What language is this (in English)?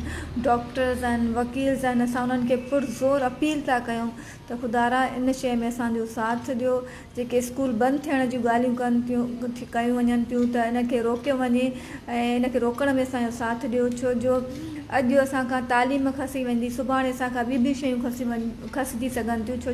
Sindhi